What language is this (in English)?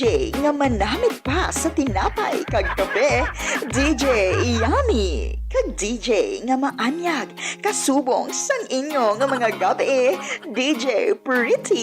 Hiligaynon